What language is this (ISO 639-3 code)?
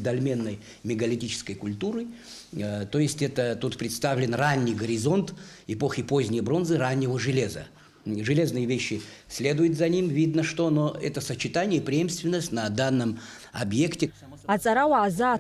abk